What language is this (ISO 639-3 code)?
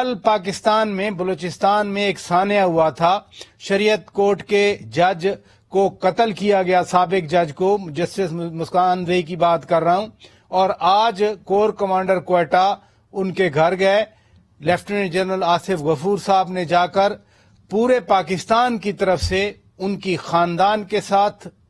urd